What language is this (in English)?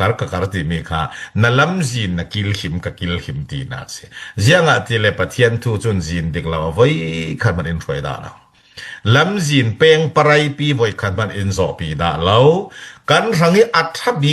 Falam Chin